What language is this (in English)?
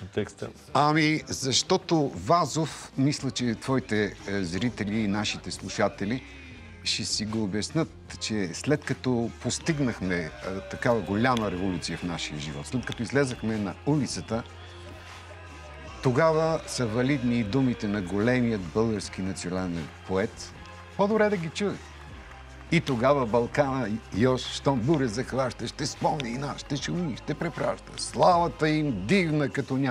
Bulgarian